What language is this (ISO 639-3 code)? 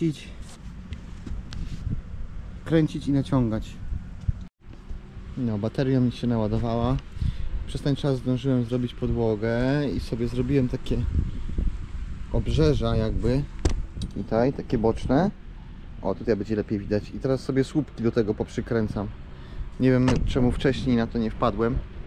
pol